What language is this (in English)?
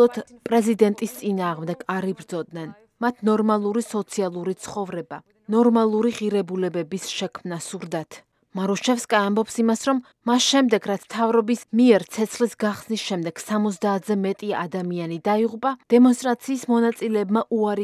Georgian